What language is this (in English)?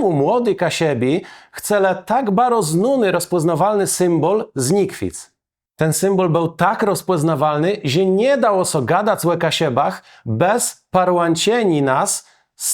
Kashubian